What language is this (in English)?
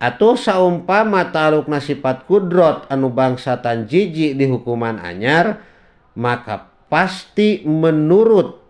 Sundanese